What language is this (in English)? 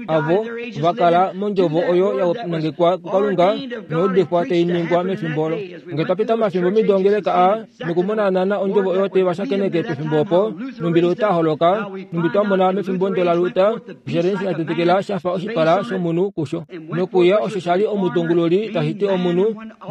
Kuanyama